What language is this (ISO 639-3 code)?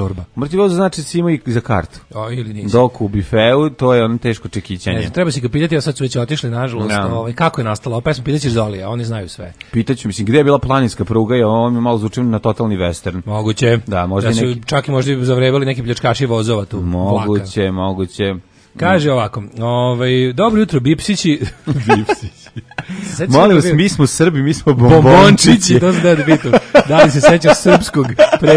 srp